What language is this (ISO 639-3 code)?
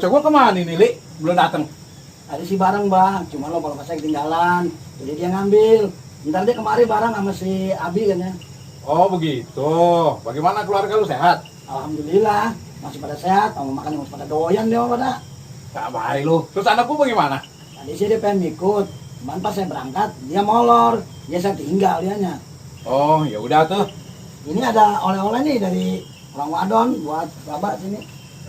bew